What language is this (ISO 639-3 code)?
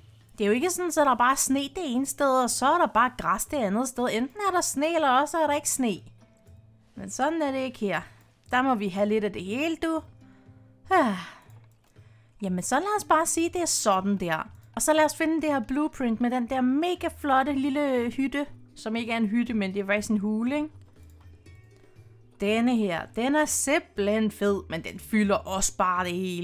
dan